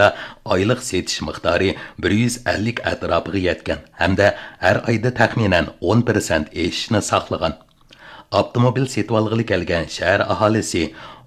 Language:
Uyghur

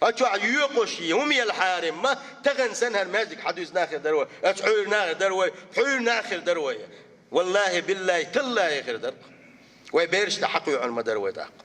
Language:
Chechen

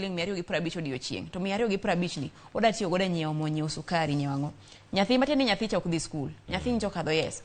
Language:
Luo (Kenya and Tanzania)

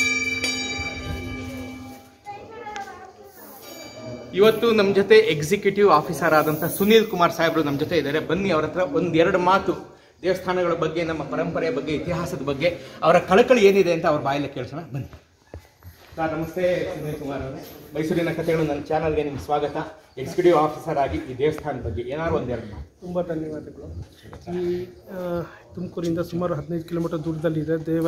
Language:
Kannada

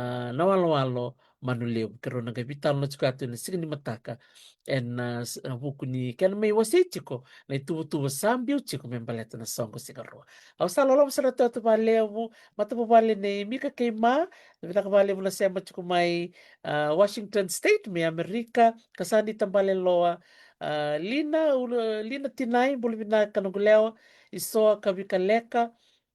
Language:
Fijian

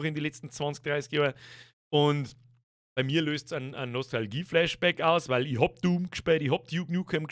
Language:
Bavarian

